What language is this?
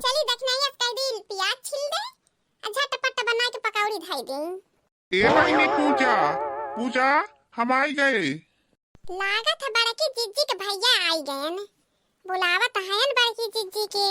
Awadhi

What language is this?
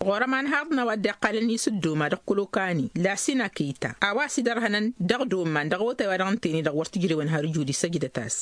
Tamasheq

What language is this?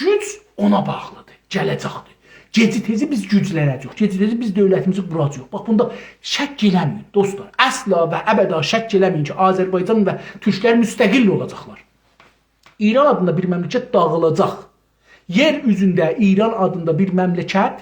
South Azerbaijani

